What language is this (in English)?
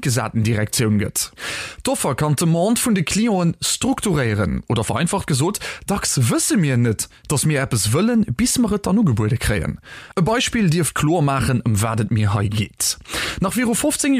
Luxembourgish